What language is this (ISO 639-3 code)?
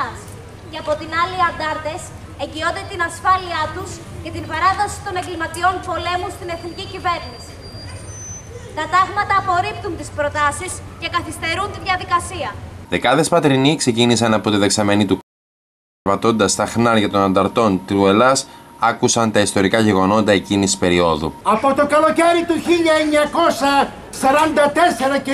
ell